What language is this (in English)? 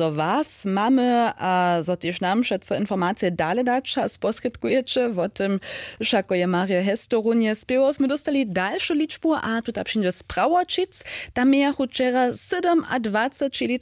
Upper Sorbian